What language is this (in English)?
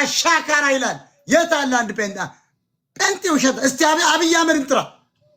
Amharic